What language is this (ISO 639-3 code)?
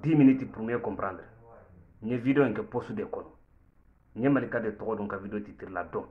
bam